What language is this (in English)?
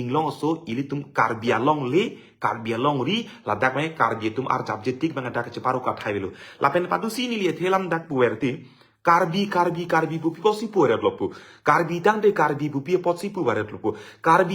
Karbi